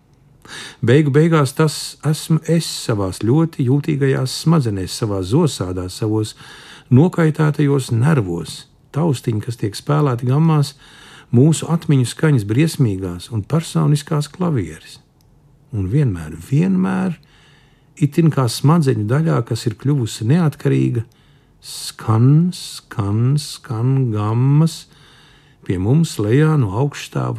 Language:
Latvian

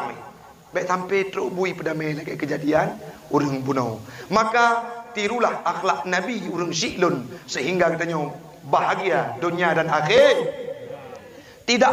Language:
Achinese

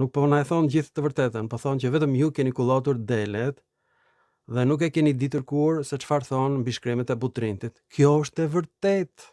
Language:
Albanian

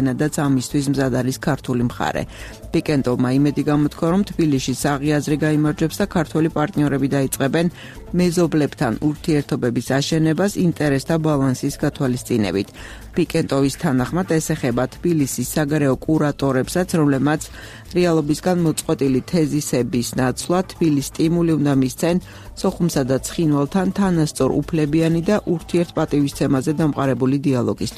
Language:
Georgian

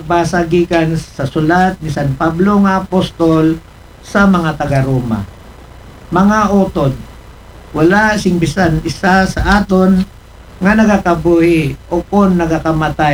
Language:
Aklanon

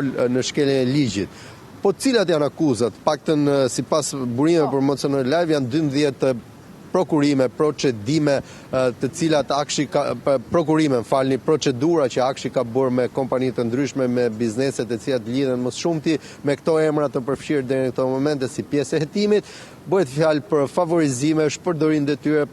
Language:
Albanian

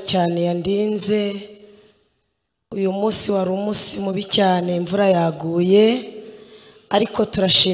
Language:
Kinyarwanda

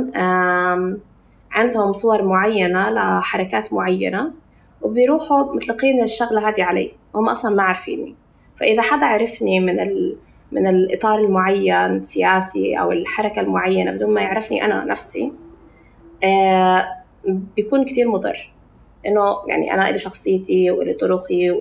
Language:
North Levantine Arabic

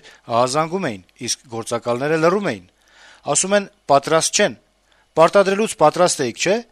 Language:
Armenian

